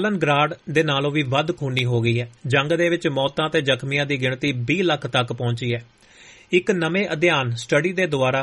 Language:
Punjabi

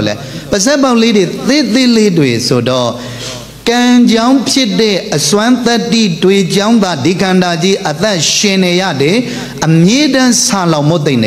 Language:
Burmese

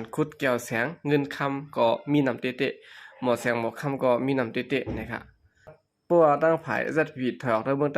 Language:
Shan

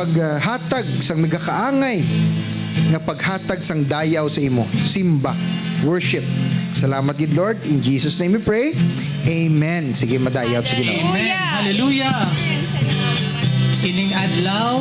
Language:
Hiligaynon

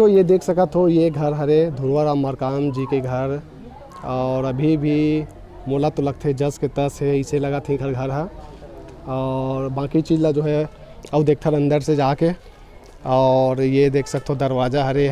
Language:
Chhattisgarhi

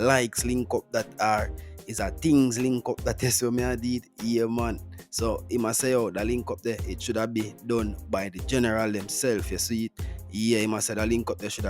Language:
Jamaican Creole English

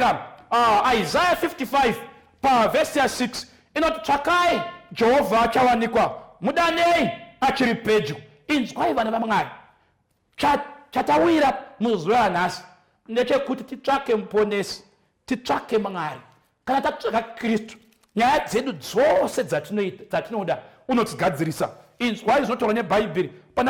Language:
Shona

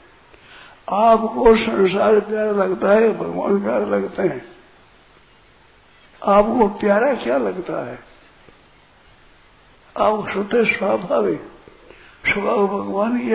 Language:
Hindi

